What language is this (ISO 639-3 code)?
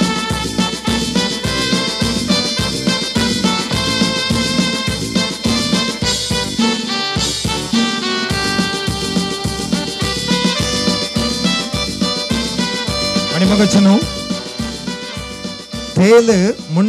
kok